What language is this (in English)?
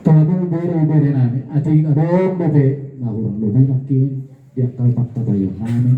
Batak Toba